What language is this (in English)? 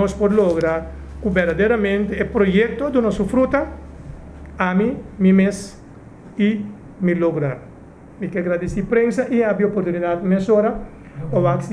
Papiamento